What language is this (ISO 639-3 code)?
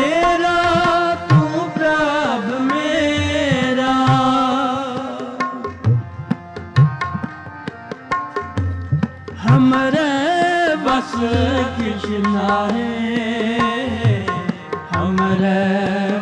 pan